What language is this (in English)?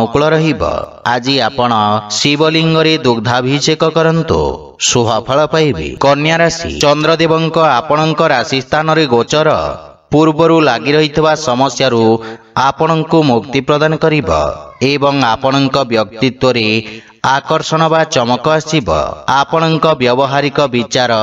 Odia